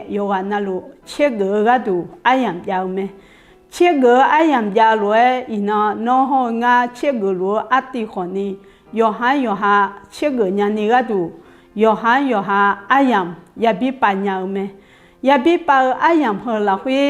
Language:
Akha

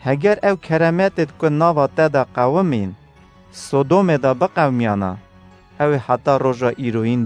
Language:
Kurdish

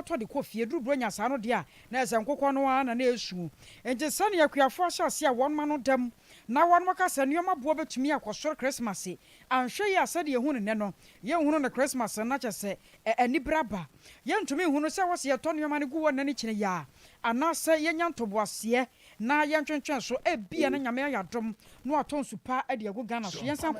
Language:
Akan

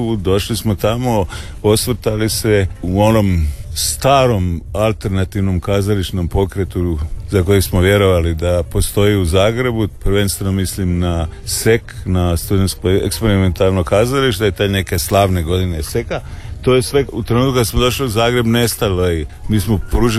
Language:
Croatian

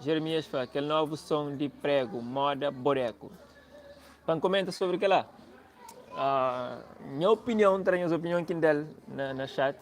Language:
Kabuverdianu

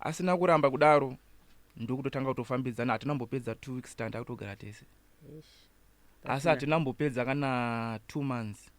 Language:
Shona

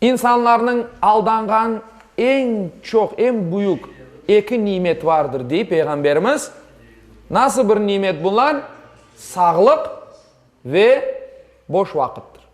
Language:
Crimean Tatar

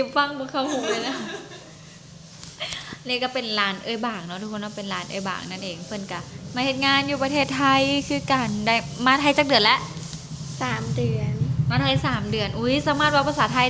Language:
Lao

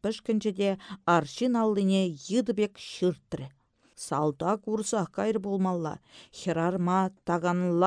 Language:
Chuvash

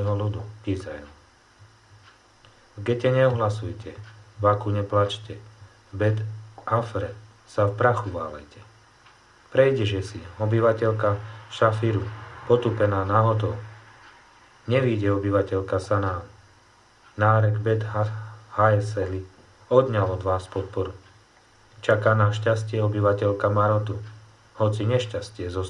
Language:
Slovak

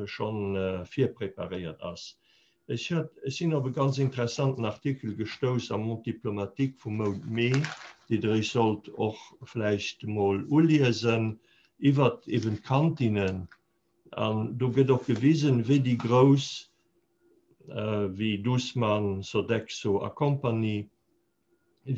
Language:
Luxembourgish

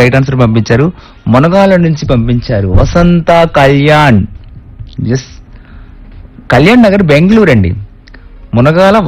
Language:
Telugu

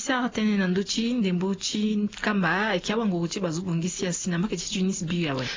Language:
Sango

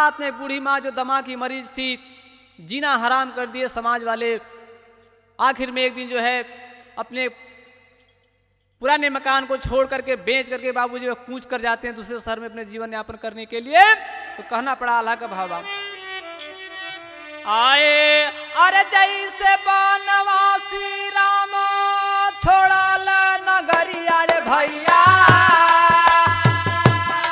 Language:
Bhojpuri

